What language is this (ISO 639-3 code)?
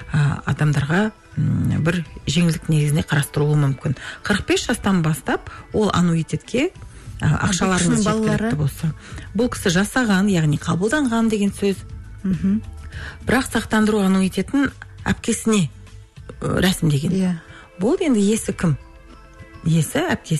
kaz